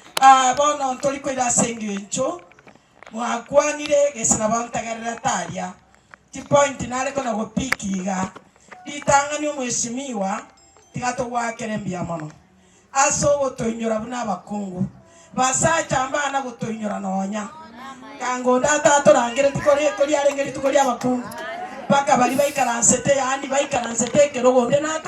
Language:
Gusii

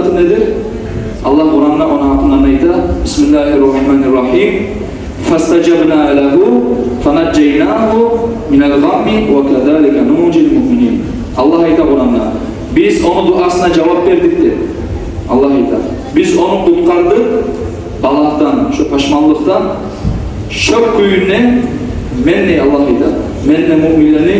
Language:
Kumyk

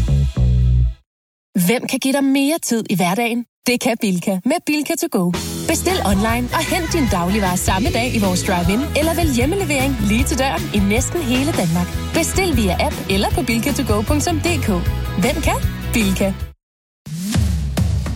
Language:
Danish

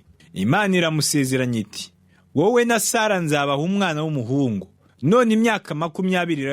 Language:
Kinyarwanda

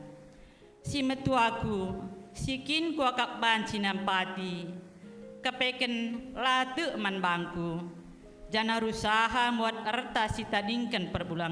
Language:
Batak Karo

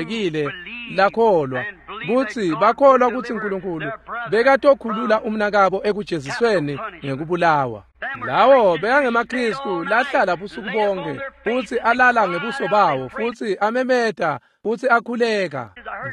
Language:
Swati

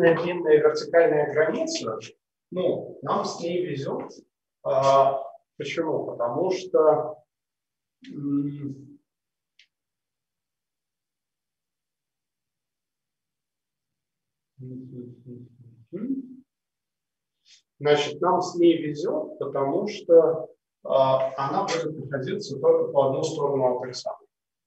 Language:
Russian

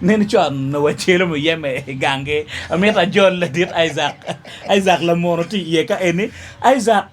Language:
Acoli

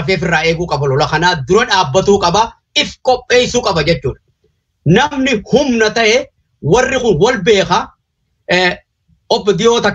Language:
Oromo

